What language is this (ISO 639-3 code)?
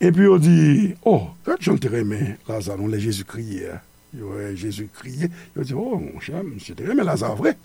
hat